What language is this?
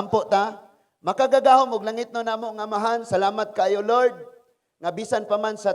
Cebuano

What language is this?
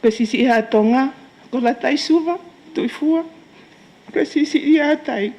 Tongan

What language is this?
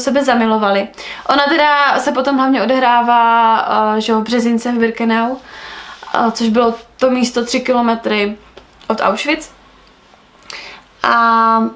Czech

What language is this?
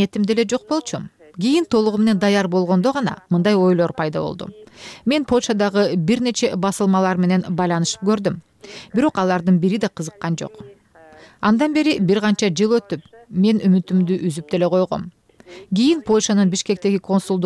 Kyrgyz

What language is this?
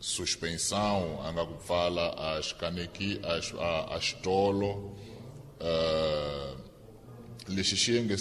Tsonga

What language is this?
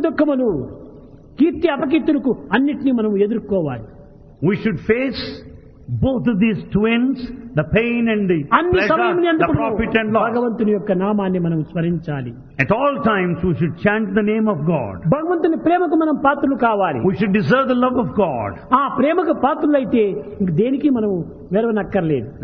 Telugu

